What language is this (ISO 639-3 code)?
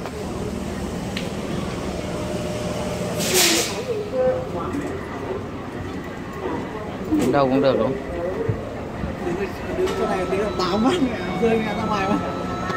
vie